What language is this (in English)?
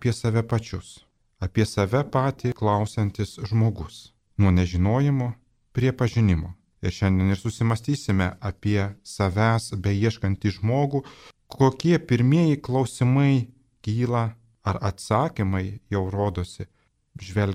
Lithuanian